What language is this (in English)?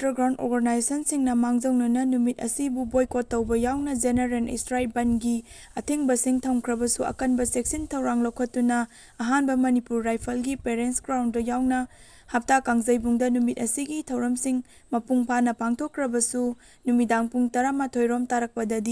Manipuri